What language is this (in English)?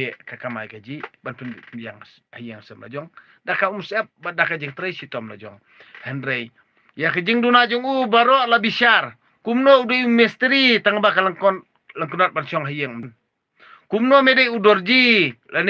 Khasi